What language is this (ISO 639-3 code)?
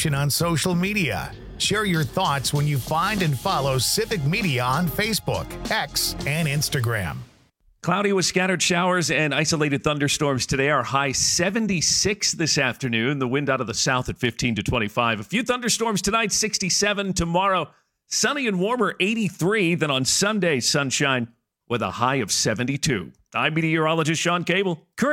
eng